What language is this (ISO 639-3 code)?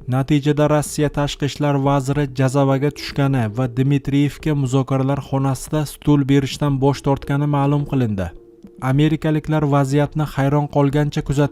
uzb